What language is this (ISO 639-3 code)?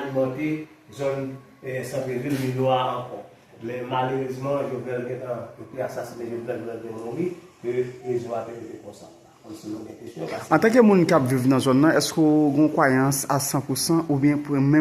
hat